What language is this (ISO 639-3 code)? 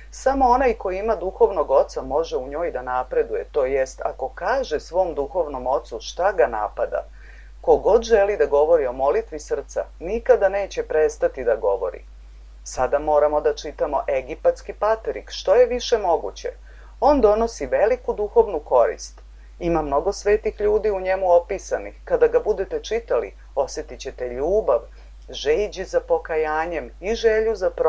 srp